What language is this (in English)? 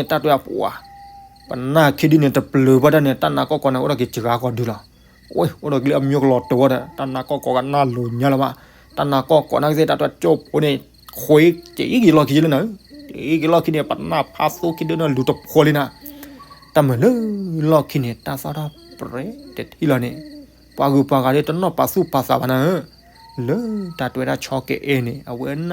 S'gaw Karen